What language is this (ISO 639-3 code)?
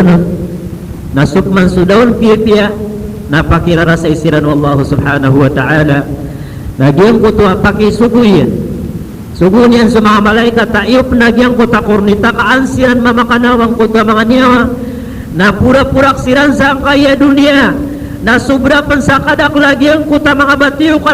mrw